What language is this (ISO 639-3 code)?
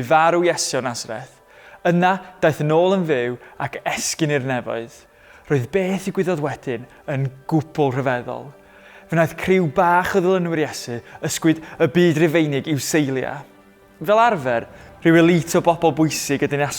cym